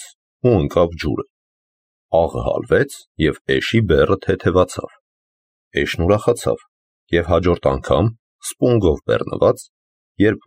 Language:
Armenian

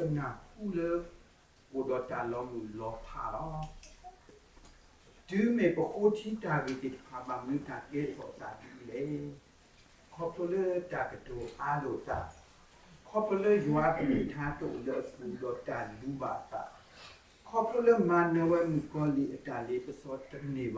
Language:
S'gaw Karen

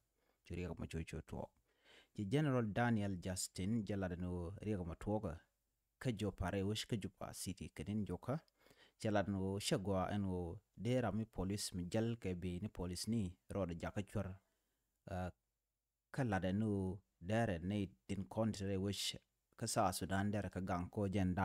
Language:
Nuer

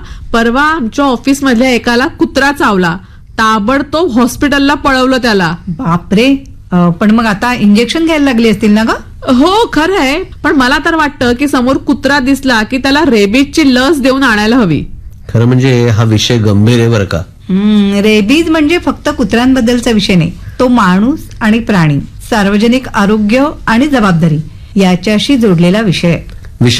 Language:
Marathi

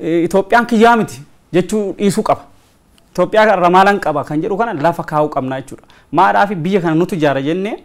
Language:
Oromo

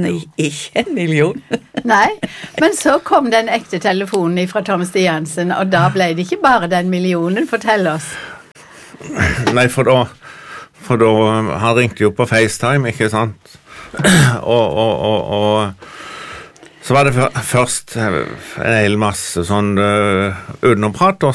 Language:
Norwegian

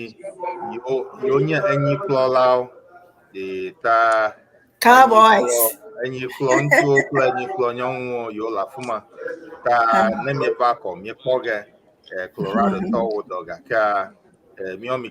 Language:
Ewe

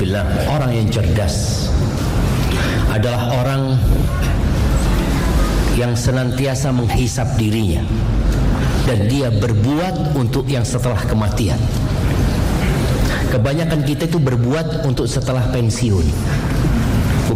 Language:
Indonesian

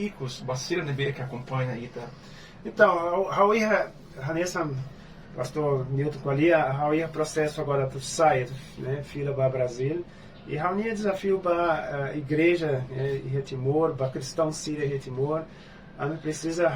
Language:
Tetum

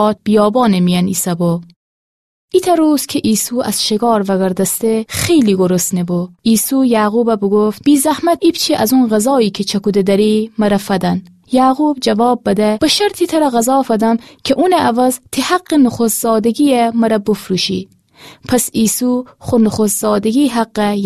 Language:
Gilaki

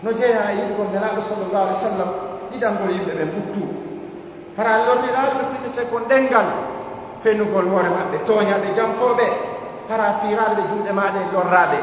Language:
Pular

